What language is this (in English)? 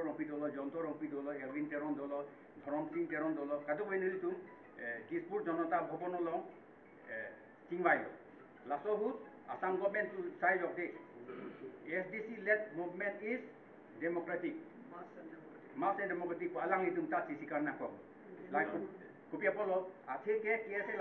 Karbi